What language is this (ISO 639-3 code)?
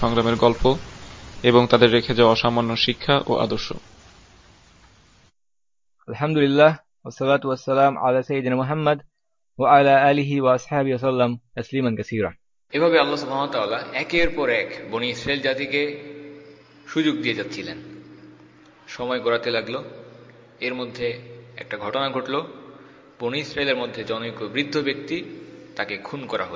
ben